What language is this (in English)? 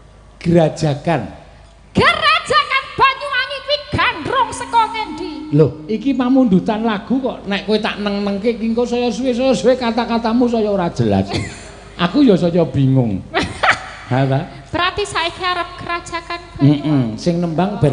Javanese